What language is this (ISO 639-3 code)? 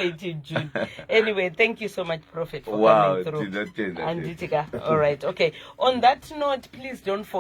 sna